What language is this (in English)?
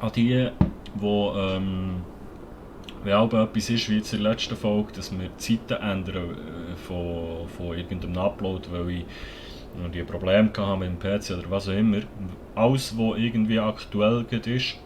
Swiss German